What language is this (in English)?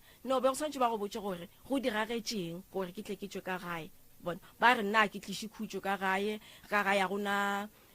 Northern Sotho